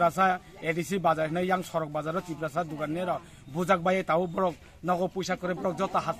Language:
Riang (India)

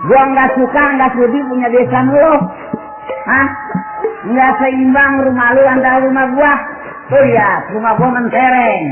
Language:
Betawi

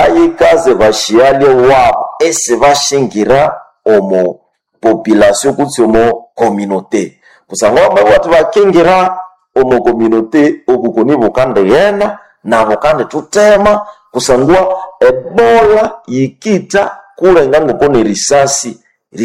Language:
Nande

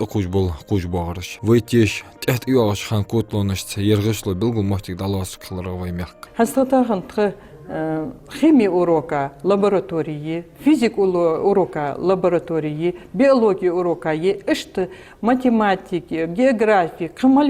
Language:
Ingush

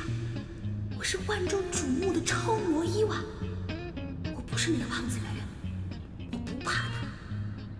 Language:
Chinese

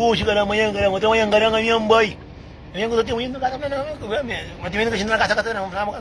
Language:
Kabuverdianu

